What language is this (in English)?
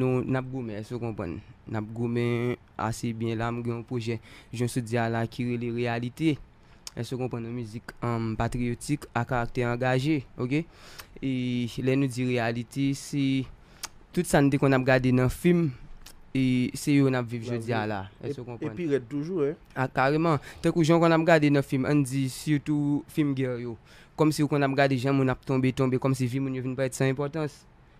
Haitian Creole